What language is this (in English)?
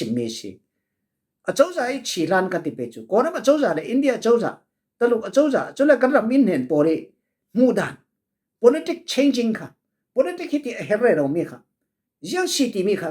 Falam Chin